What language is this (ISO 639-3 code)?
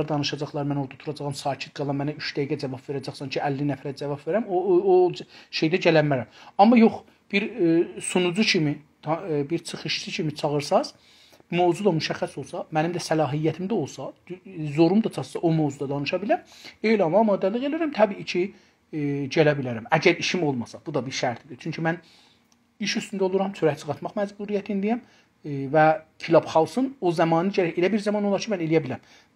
azb